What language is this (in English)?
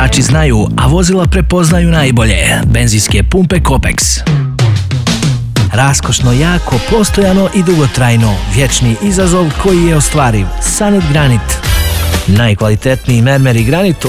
Bosnian